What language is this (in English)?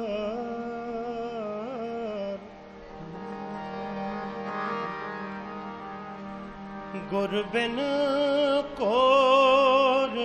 Punjabi